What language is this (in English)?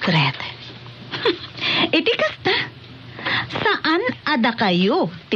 Iloko